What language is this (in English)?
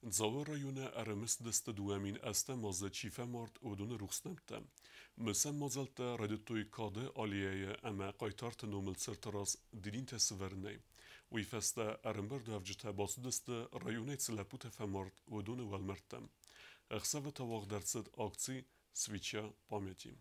Ossetic